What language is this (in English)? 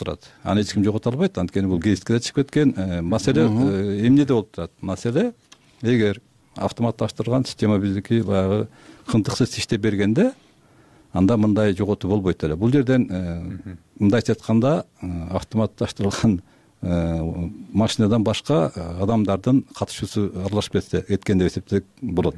Kyrgyz